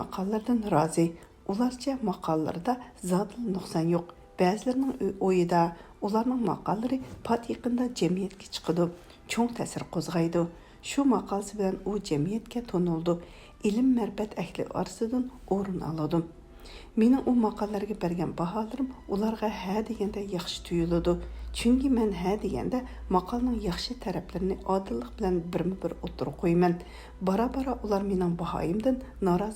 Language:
Uyghur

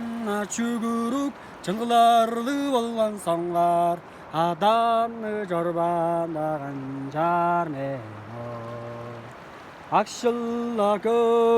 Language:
Tuvinian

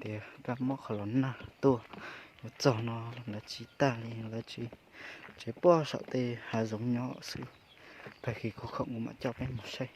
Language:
Hmong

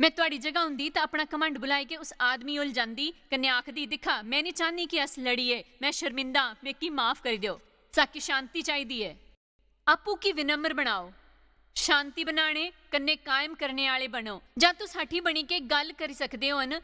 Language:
Dogri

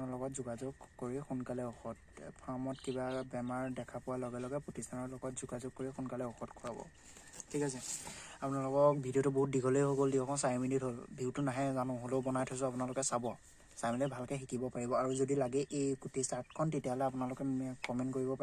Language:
Assamese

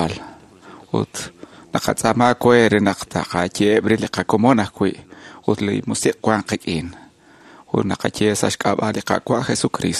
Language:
Kekchí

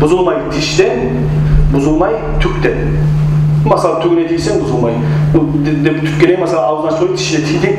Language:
Kumyk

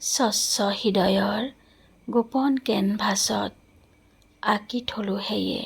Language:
Assamese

